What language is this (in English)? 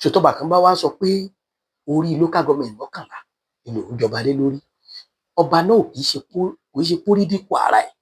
Yoruba